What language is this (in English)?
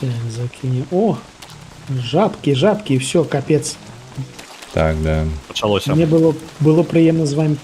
Belarusian